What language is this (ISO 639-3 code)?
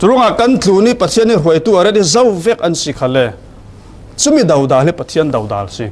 cfm